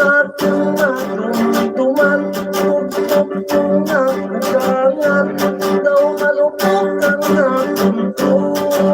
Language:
Hiligaynon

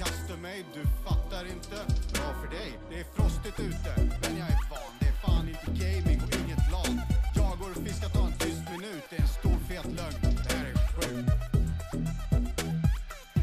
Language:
Swedish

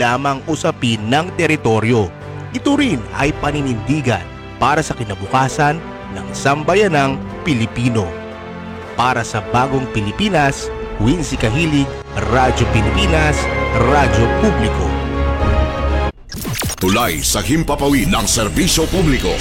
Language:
Filipino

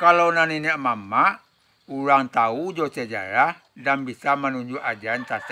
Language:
Minangkabau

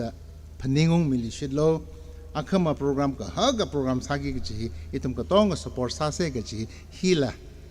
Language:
Tangkhul Naga (India)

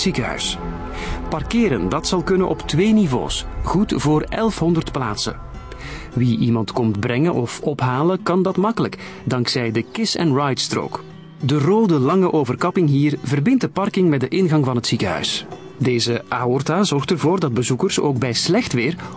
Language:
Dutch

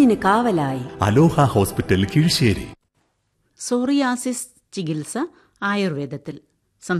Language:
Malayalam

